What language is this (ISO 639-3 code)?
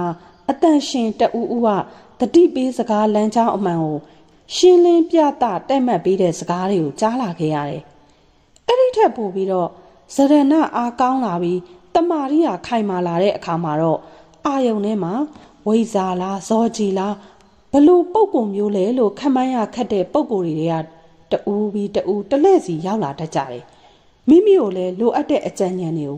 mya